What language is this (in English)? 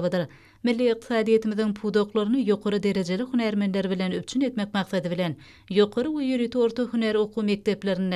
Turkmen